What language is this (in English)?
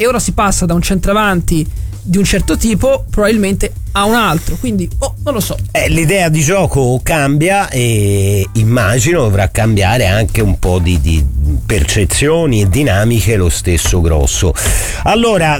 Italian